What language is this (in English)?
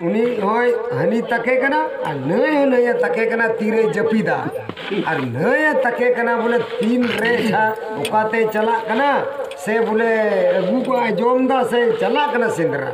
Santali